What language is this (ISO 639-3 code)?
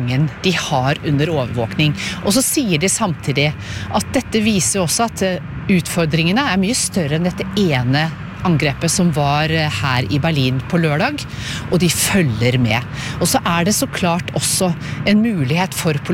nor